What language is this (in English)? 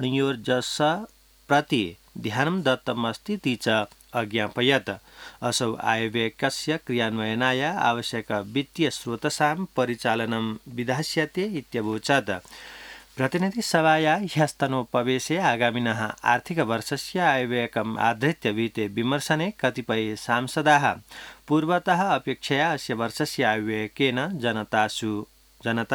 Sanskrit